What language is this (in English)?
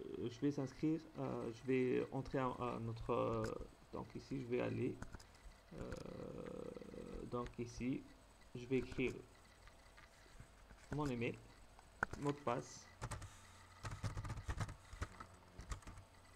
French